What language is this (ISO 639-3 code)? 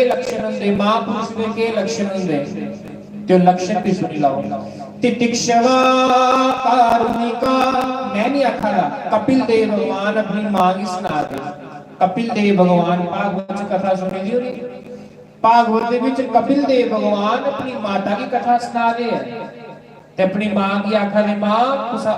doi